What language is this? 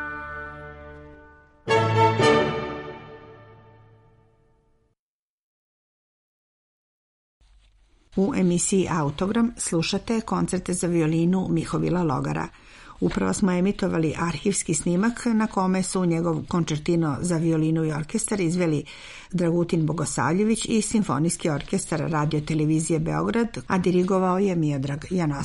Serbian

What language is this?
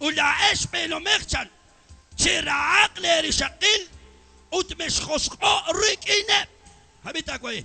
Kekchí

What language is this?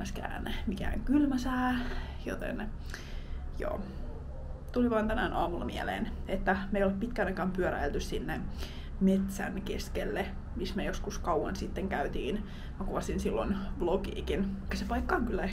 Finnish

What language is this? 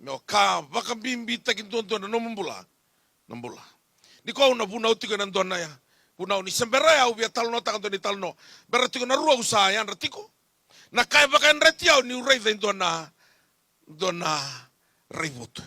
Fijian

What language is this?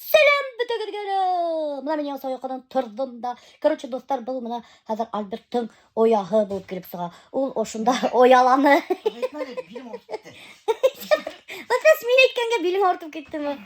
Bashkir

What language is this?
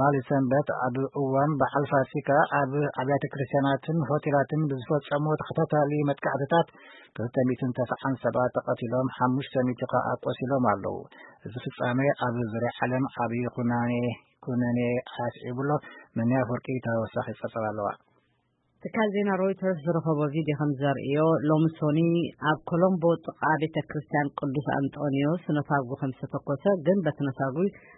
Tigrinya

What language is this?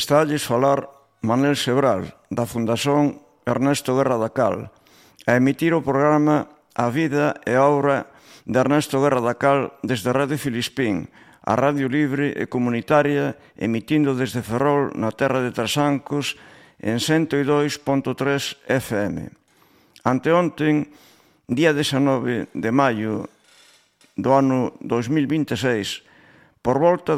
Galician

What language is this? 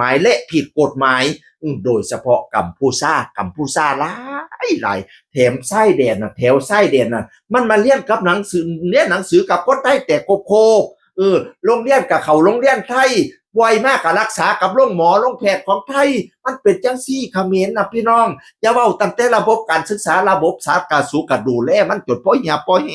Northeastern Thai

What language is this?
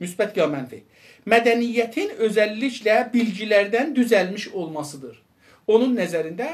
South Azerbaijani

